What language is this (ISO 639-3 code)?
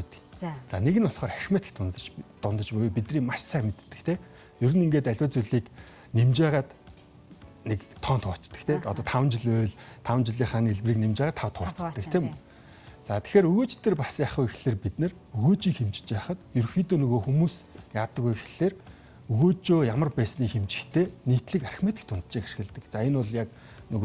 mon